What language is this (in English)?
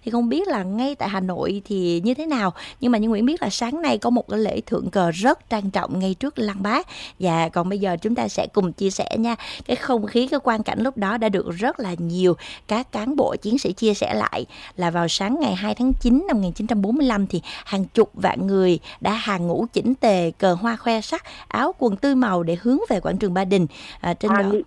Vietnamese